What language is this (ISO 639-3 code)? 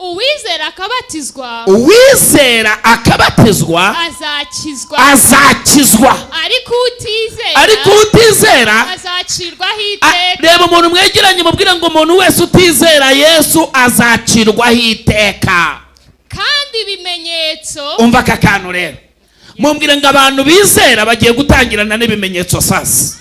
kin